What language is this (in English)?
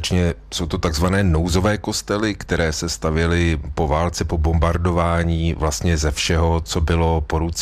Czech